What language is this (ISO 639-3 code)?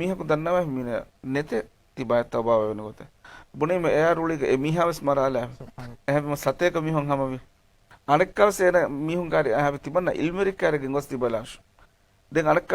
div